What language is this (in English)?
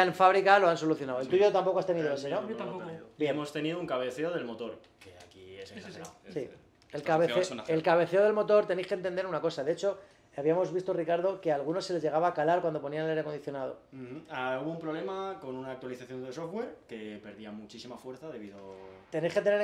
Spanish